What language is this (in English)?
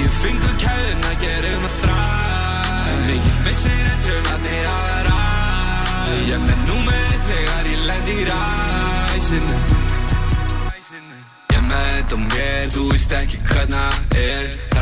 Icelandic